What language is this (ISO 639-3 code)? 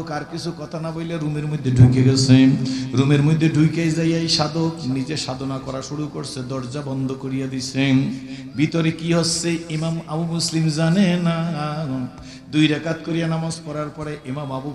ben